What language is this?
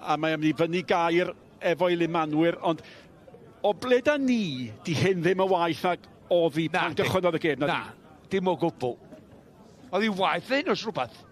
Welsh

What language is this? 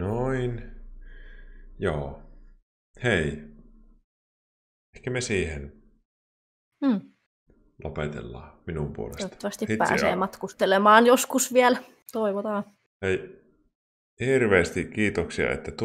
Finnish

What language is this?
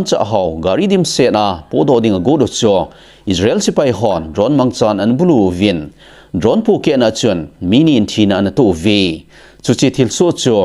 Thado Chin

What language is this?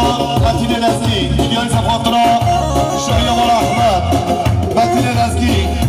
Kurdish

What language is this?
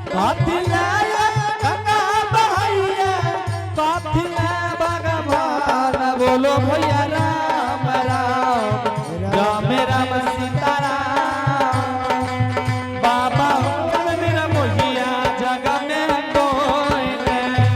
Angika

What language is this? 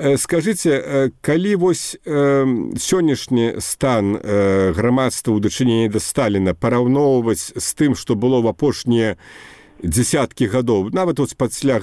Belarusian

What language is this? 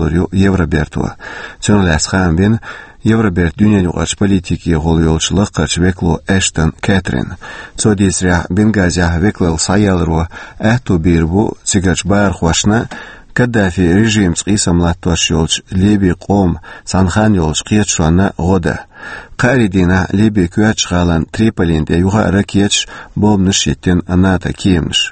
Chechen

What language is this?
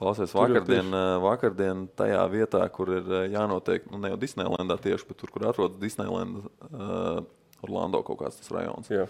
Latvian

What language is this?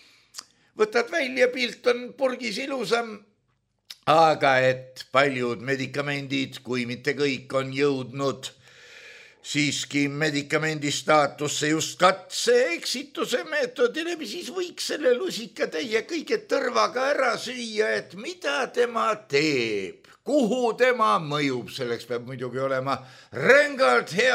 Estonian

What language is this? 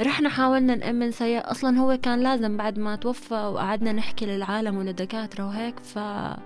North Levantine Arabic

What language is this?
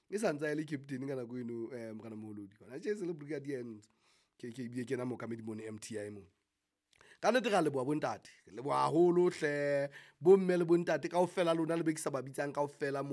Southern Sotho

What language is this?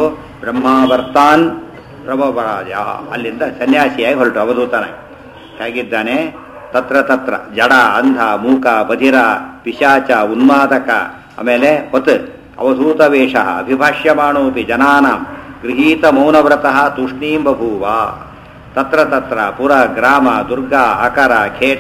Kannada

